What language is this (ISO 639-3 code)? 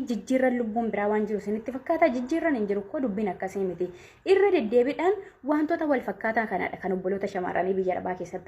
orm